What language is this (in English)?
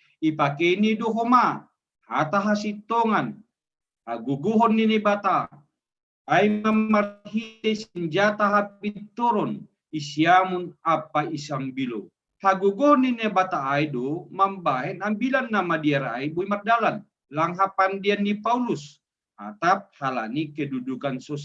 Batak Simalungun